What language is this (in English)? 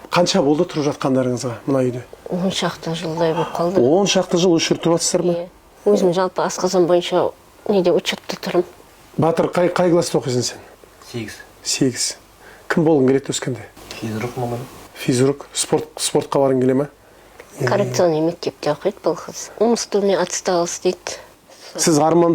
Kazakh